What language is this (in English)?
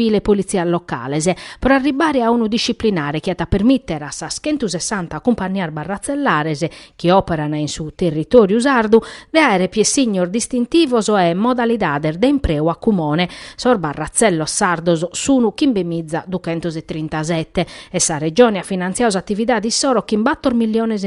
Sardinian